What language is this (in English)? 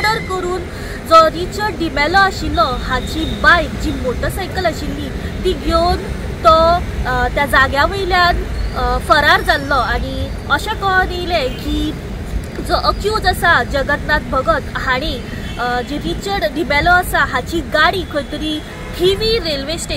Konkani